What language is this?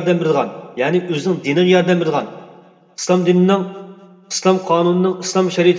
Uyghur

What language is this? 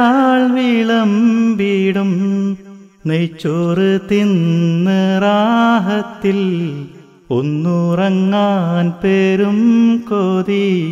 Malayalam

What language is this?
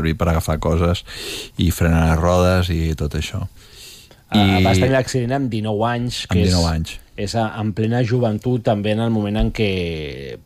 Catalan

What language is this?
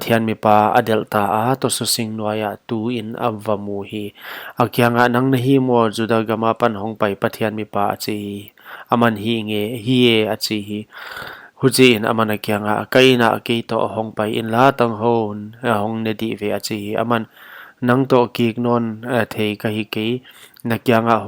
Paite Chin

